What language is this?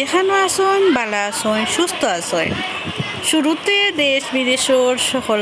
Sylheti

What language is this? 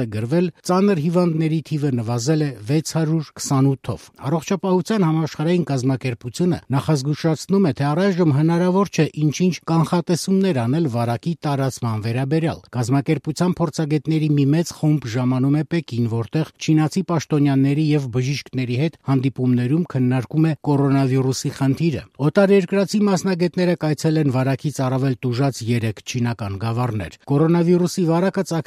Armenian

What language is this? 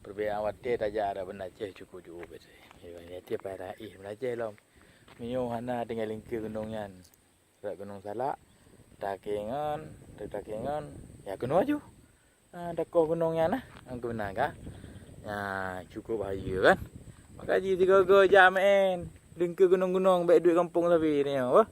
Achinese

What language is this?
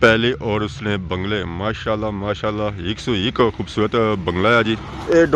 Pahari-Potwari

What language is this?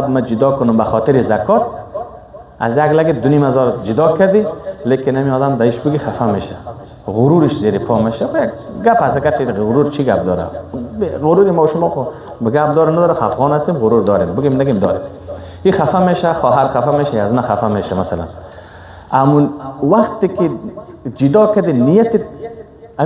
Persian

